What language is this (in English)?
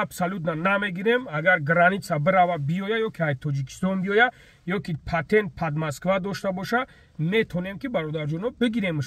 Tajik